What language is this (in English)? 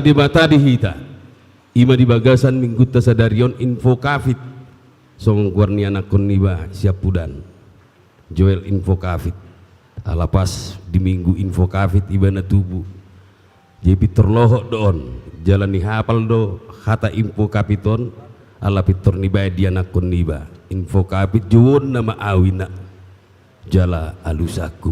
Batak Toba